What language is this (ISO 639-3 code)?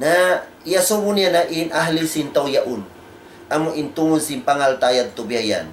tsg